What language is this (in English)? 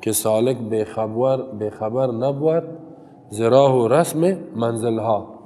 Persian